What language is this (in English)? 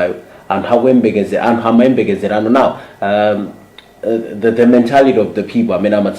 Nyanja